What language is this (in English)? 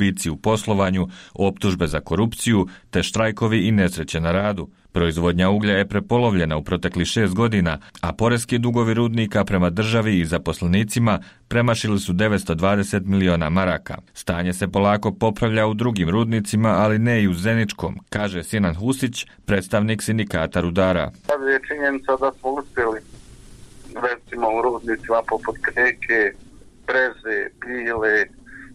Bosnian